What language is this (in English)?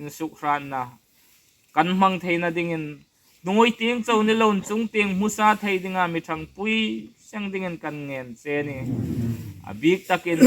Hmar